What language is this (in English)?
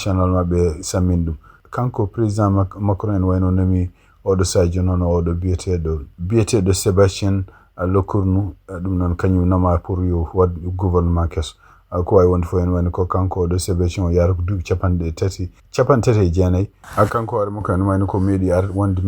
Fula